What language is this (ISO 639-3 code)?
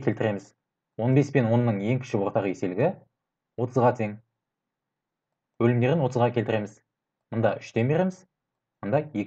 kaz